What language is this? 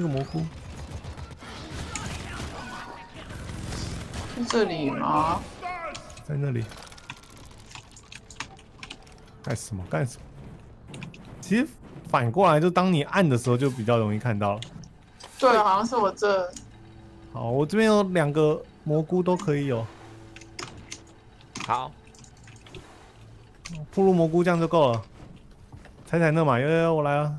Chinese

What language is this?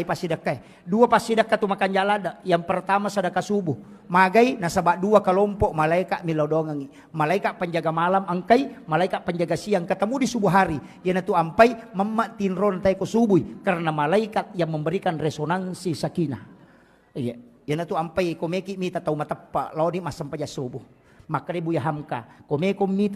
Buginese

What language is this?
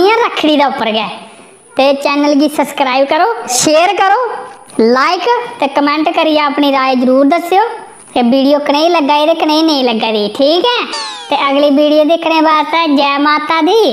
Dogri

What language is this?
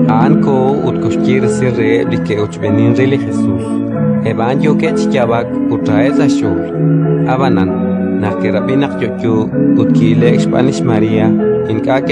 Kekchí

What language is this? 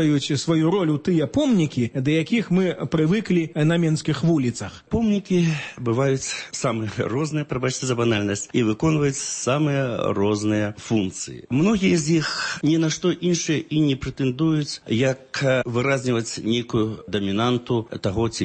Belarusian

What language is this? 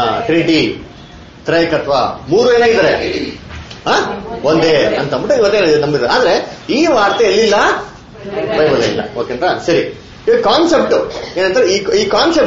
Kannada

